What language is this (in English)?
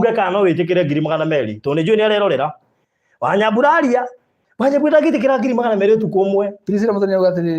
Kikuyu